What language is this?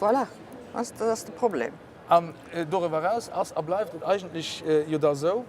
Luxembourgish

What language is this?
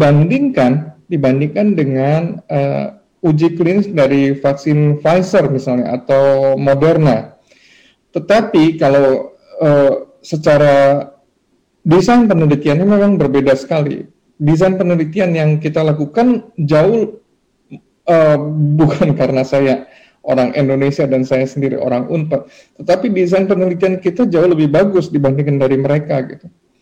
Indonesian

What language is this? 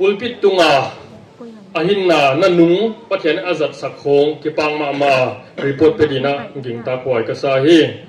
Tedim Chin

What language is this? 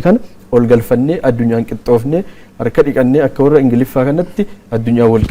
Oromo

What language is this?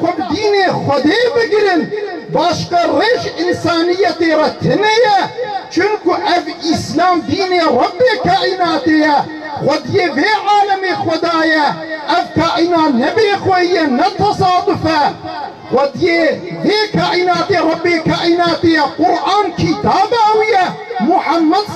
Kurdish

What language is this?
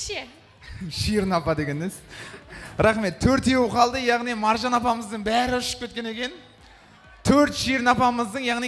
Kazakh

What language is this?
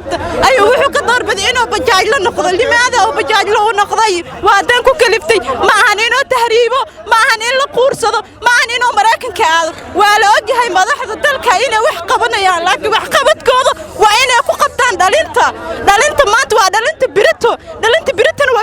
Somali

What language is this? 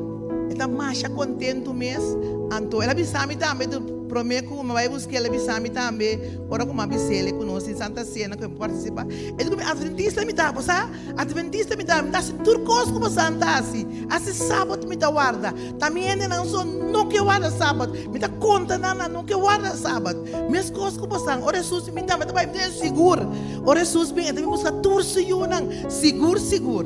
Papiamento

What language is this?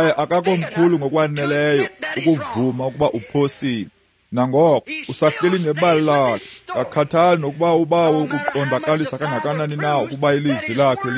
Xhosa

